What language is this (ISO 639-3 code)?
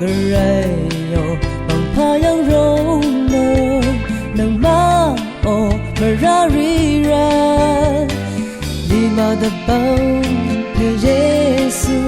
raw